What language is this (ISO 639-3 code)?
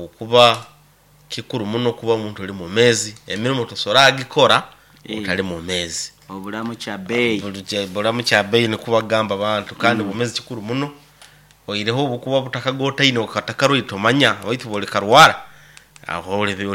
nyo